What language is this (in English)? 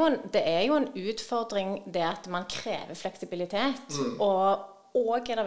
Norwegian